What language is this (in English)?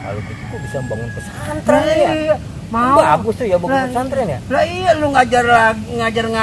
Betawi